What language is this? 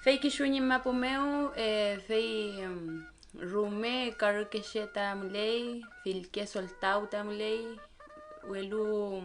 Mapuche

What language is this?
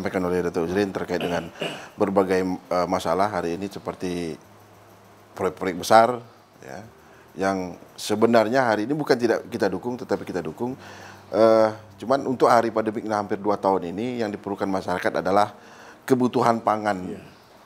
Indonesian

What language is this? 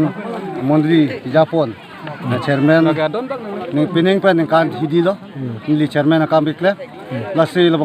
Karbi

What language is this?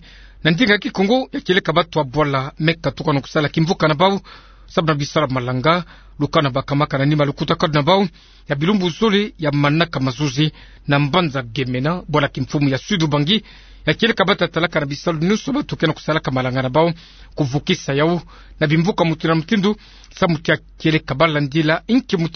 Kituba (Democratic Republic of Congo)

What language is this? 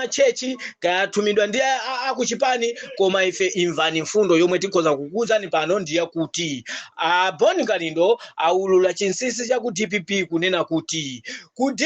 Nyanja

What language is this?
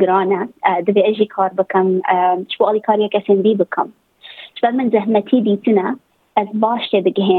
Kurdish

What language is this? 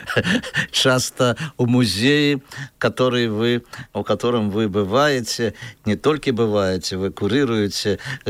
Belarusian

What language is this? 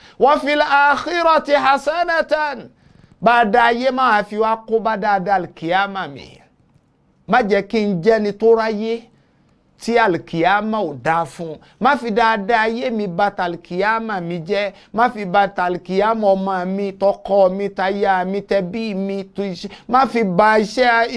Yoruba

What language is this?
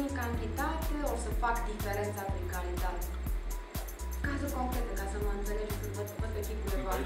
Romanian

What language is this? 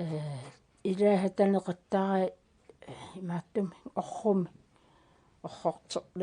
Kalaallisut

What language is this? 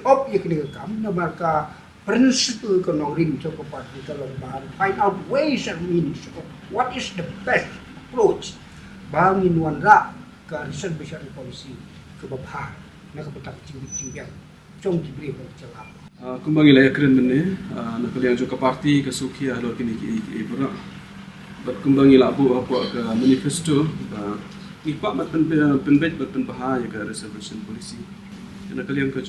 Khasi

